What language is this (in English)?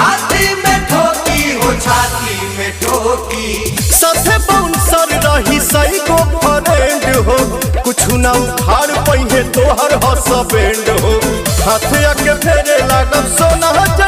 Bhojpuri